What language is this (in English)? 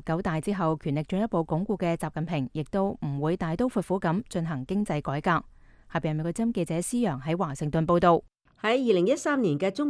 Cantonese